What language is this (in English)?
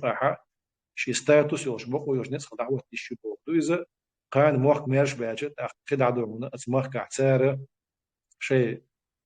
Chechen